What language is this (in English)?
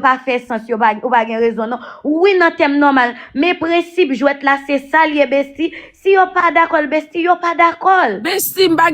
Haitian Creole